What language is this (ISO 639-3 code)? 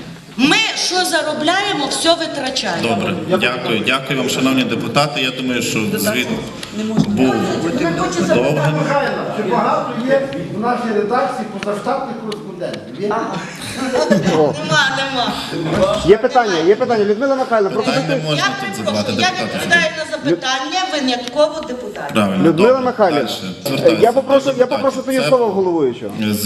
ukr